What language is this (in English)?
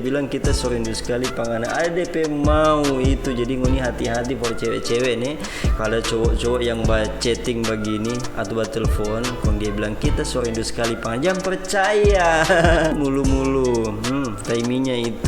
Manado Malay